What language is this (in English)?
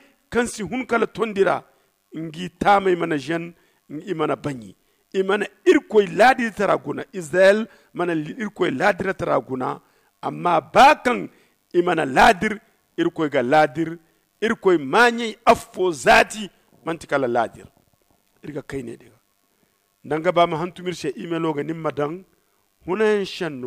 Zarma